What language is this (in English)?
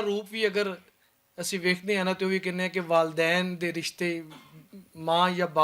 Western Panjabi